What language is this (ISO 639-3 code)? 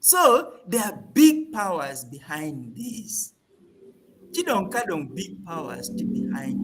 ach